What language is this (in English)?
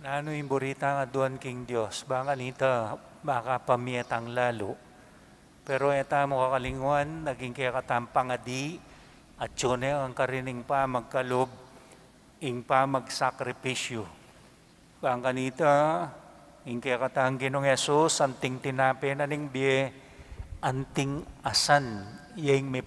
Pampanga